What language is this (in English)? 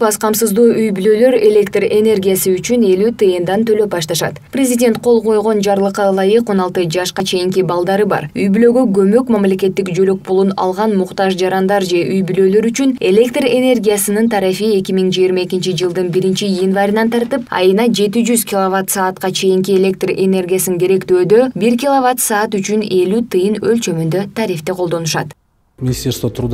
Kyrgyz